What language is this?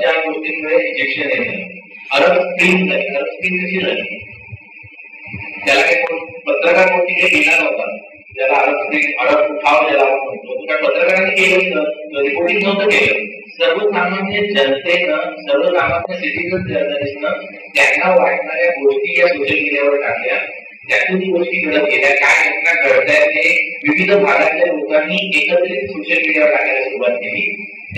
Marathi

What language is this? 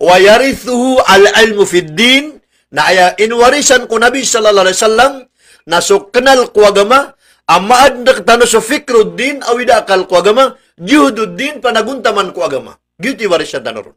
Maranao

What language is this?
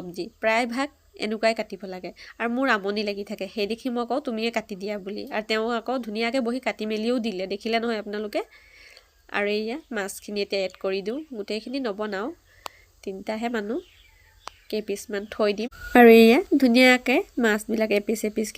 Assamese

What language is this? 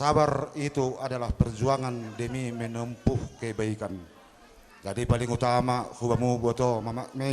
Batak Simalungun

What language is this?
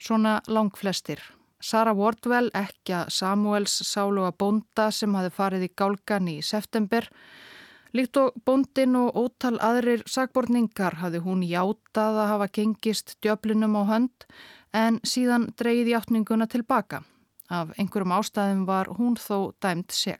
Icelandic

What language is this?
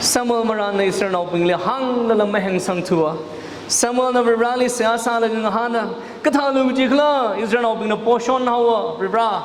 Tangkhul Naga (India)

